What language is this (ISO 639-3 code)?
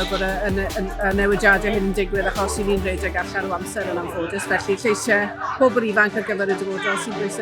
cym